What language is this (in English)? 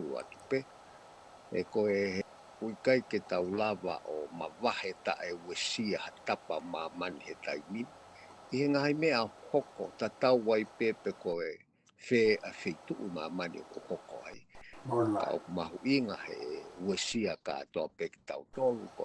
Tongan